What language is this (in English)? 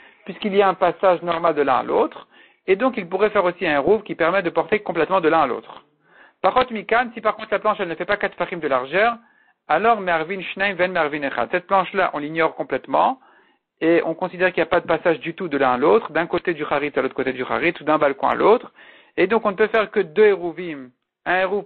French